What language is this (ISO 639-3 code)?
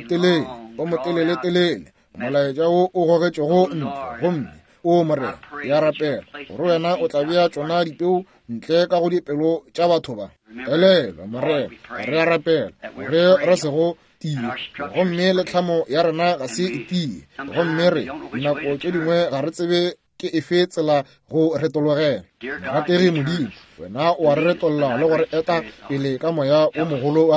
nso